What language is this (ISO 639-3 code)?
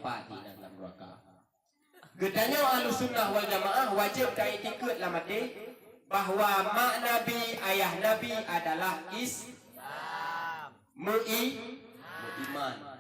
ace